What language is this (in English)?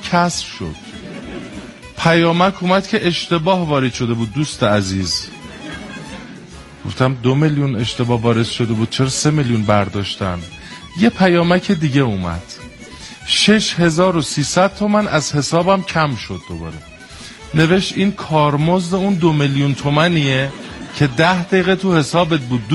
Persian